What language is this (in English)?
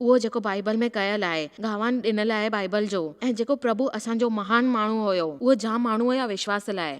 Sindhi